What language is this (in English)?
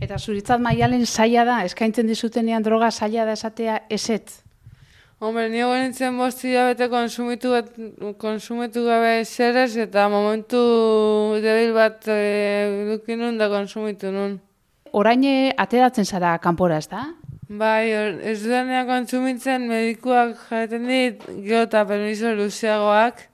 Basque